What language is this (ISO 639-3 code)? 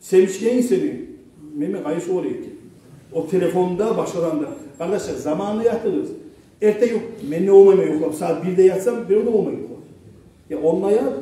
kum